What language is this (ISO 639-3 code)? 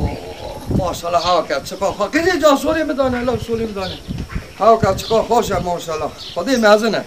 kur